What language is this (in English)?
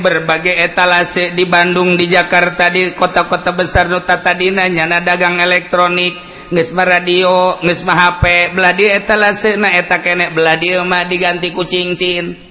Sundanese